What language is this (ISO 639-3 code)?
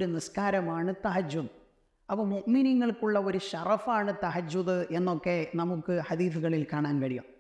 mal